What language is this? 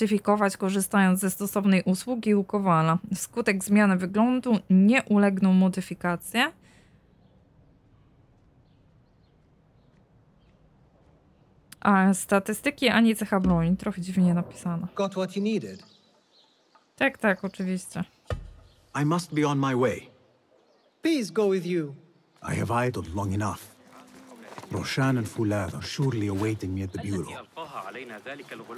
Polish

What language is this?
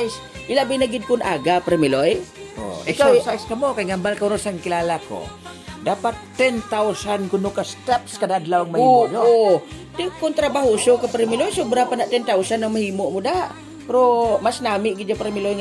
Hiligaynon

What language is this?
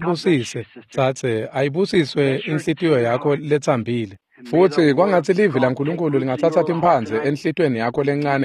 Swati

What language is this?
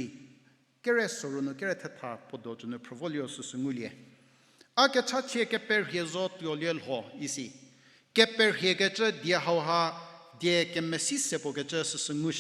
Angami Naga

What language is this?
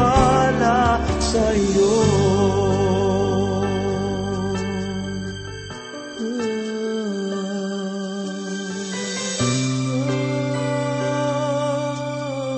Filipino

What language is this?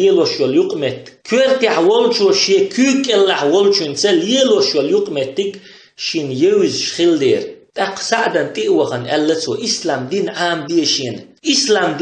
Chechen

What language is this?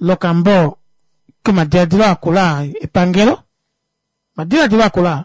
Kuanyama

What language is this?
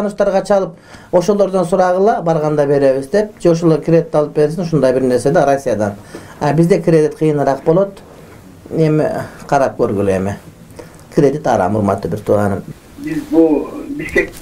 Kyrgyz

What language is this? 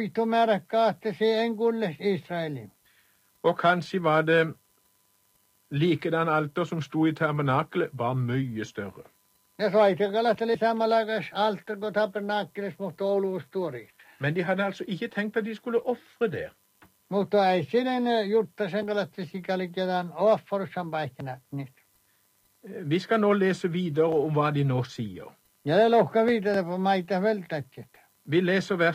Norwegian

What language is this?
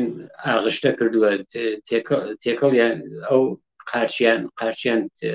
Central Kurdish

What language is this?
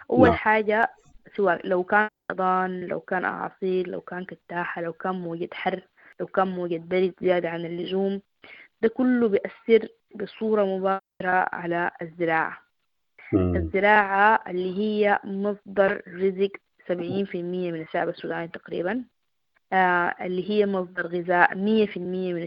Sudanese Arabic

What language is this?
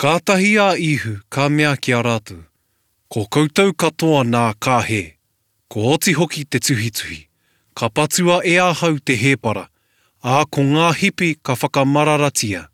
Māori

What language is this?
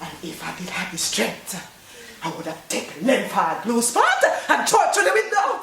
Jamaican Creole English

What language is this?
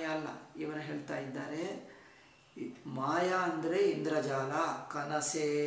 Kannada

